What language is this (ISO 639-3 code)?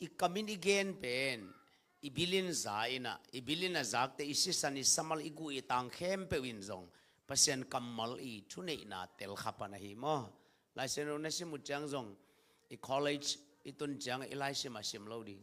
ctd